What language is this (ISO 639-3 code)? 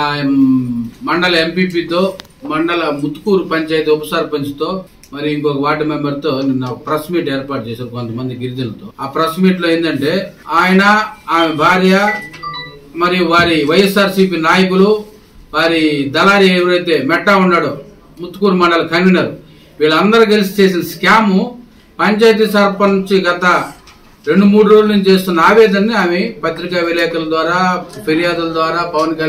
tel